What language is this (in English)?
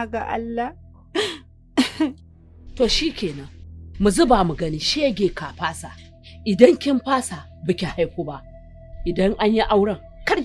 Hausa